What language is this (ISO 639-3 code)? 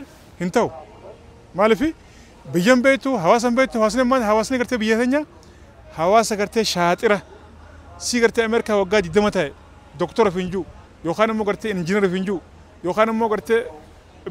orm